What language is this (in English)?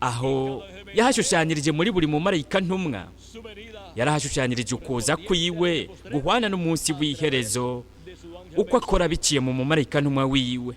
Rundi